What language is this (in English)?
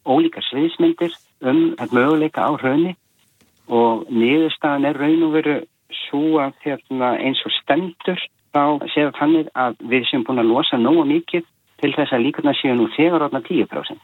Icelandic